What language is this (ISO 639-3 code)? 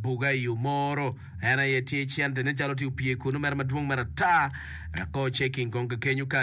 ach